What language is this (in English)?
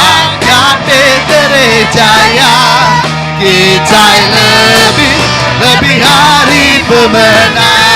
Iban